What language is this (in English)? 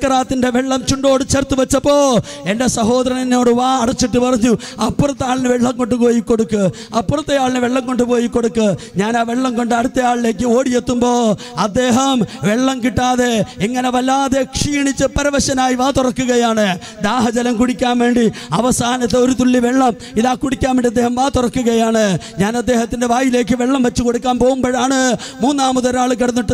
Malayalam